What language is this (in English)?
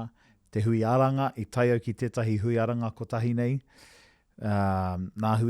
Māori